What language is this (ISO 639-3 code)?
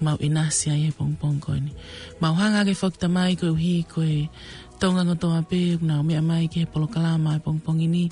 ton